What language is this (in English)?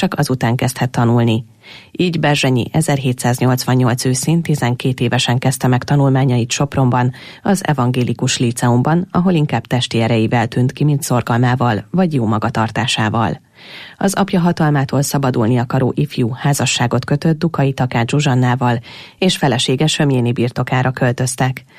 Hungarian